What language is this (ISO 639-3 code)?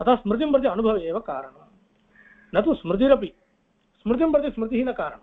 san